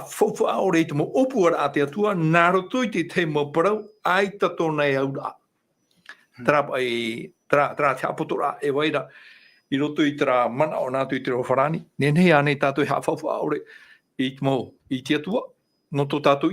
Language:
Tahitian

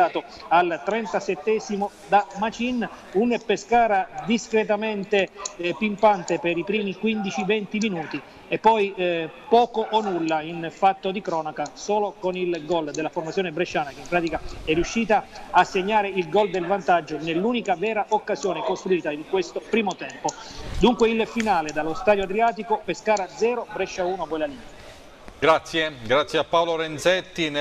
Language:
Italian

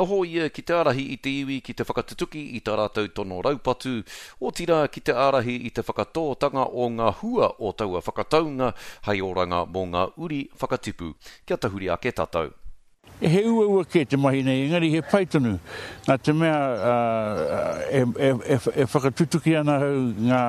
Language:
Māori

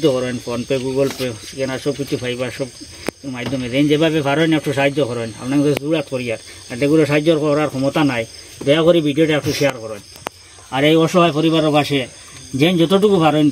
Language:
Sylheti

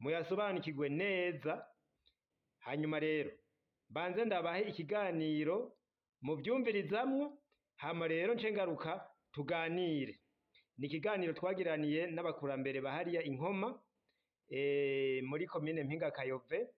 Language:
Rundi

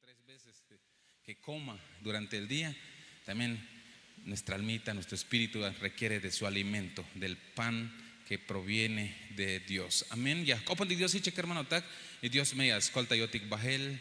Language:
Tzeltal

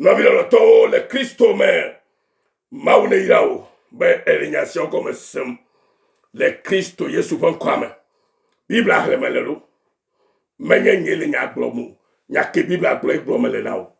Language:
Ewe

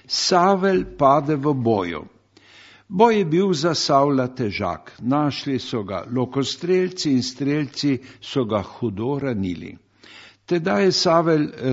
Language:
Slovenian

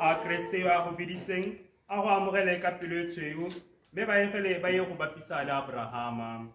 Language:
Tswana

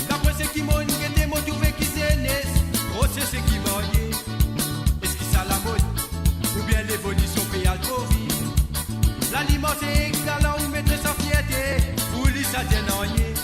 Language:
Morisyen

